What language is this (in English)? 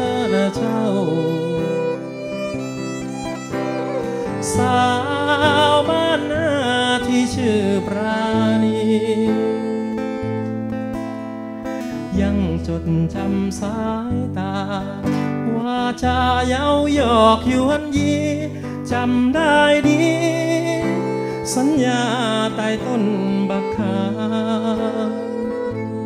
Thai